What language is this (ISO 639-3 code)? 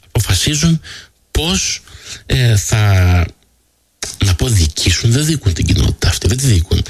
ell